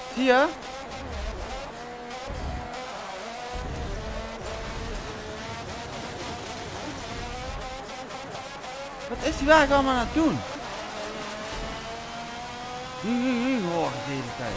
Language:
Dutch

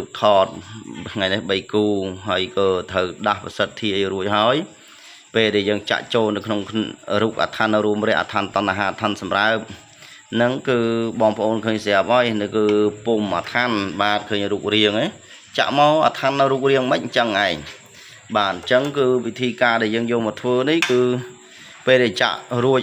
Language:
Khmer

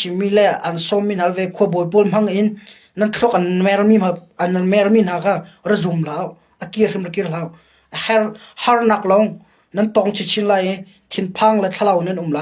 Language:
Hakha Chin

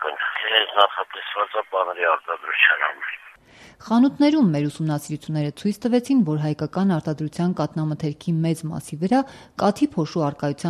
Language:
Armenian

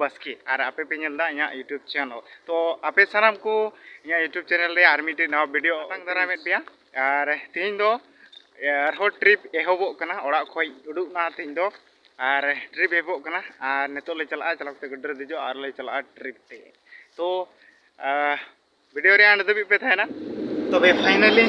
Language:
Santali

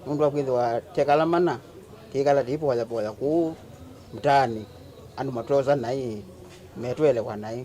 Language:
Kamba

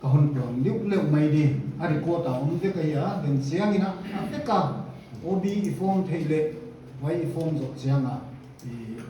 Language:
Paite Chin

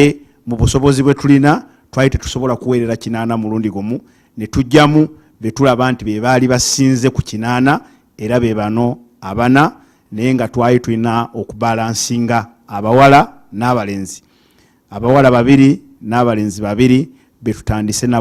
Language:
Ganda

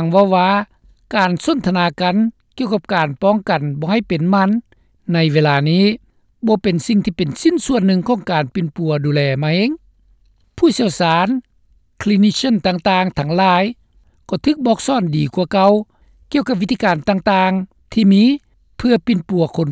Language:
Lao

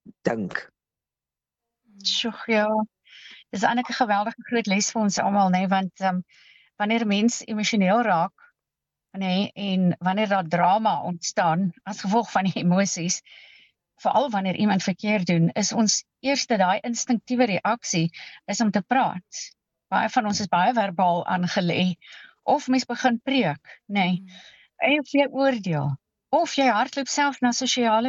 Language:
Afrikaans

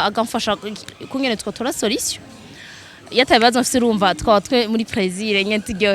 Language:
Rundi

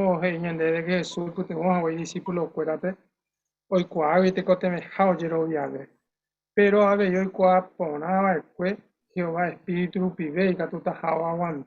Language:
Guarani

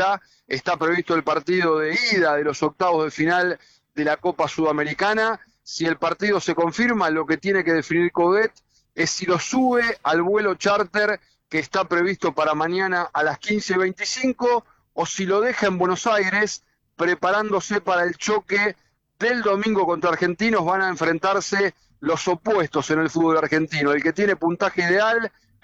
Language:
Spanish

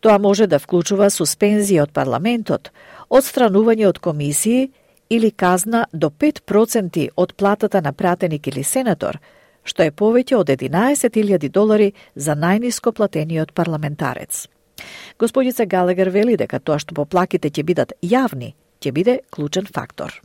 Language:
Macedonian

